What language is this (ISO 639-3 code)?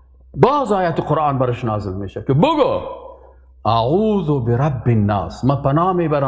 fas